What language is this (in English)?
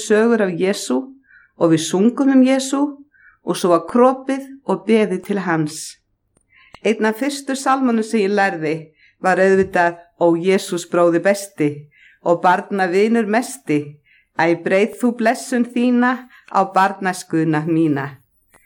Icelandic